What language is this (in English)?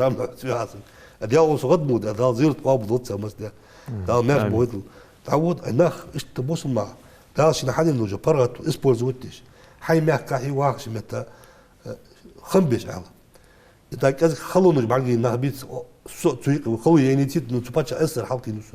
Ingush